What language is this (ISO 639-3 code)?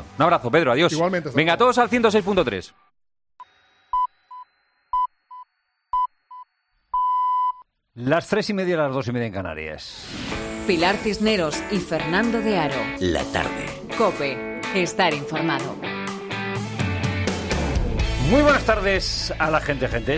spa